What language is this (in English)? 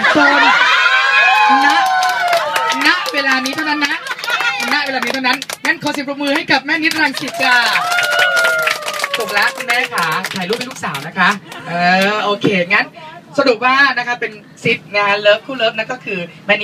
Thai